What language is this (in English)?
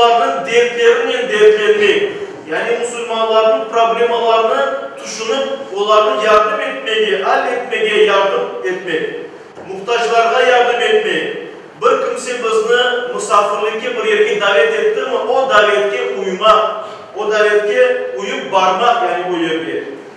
Crimean Tatar